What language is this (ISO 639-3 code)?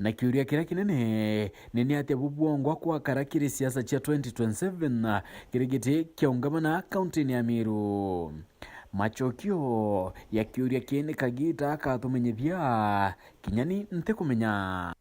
mer